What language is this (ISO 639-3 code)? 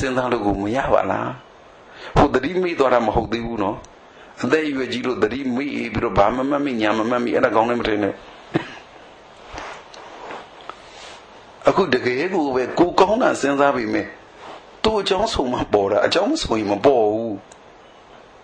mya